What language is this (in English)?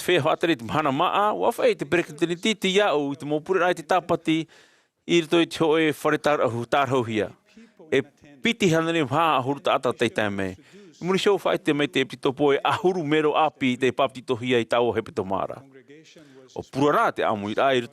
Tahitian